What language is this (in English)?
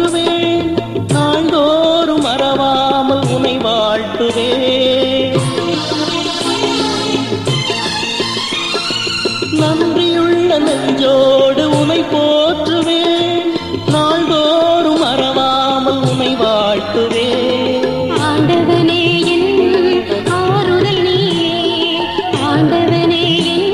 Tamil